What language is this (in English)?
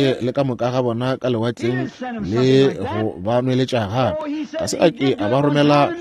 Northern Sotho